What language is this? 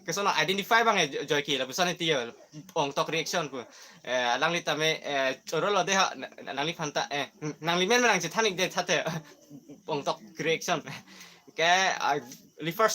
Karbi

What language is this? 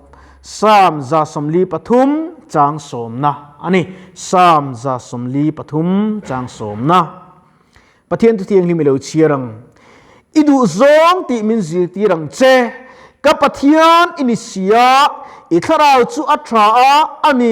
Mizo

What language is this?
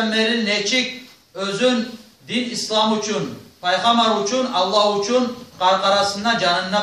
Kumyk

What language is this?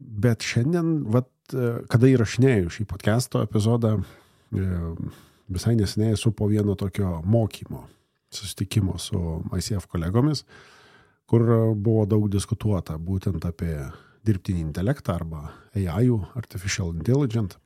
Lithuanian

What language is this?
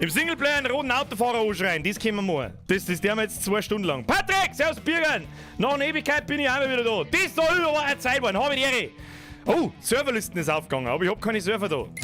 Bavarian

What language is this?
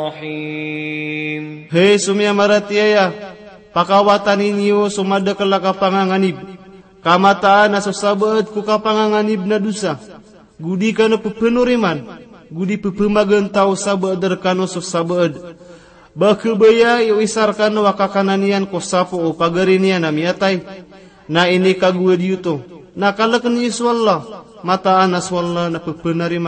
Maranao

